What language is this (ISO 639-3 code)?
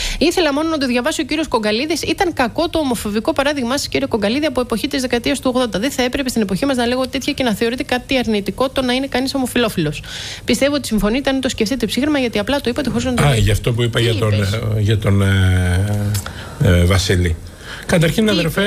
ell